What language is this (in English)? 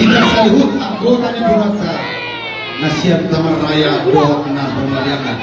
Batak Toba